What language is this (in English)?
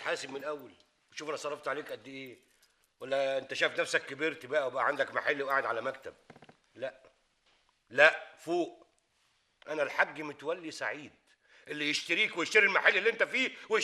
Egyptian Arabic